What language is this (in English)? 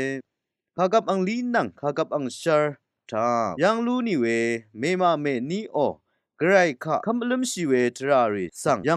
Rawang